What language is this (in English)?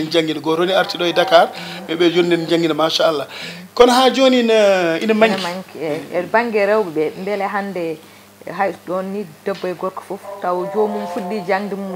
Fula